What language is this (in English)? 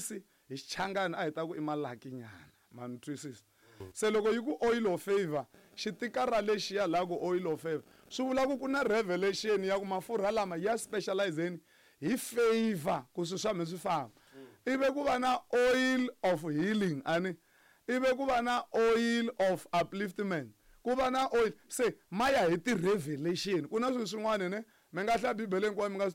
Tsonga